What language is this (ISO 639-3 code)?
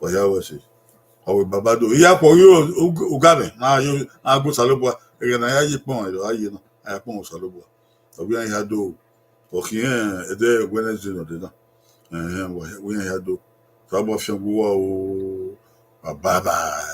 bin